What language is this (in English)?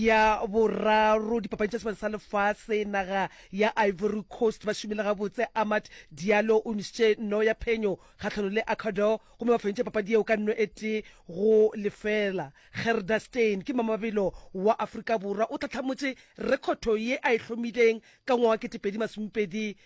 Northern Sotho